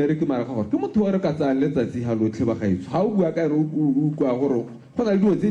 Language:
Tswana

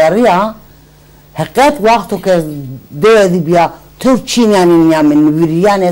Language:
Zaza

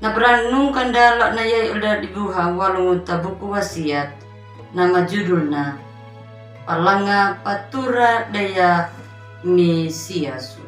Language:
Anakalangu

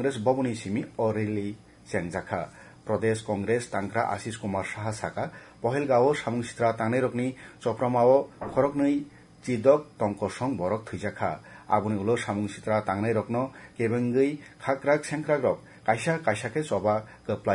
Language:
Kok Borok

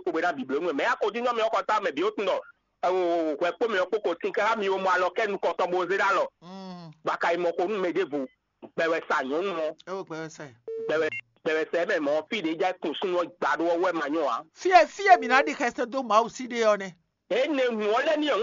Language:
Fon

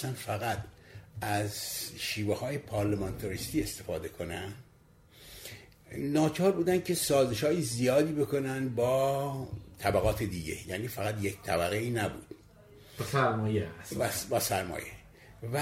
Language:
Persian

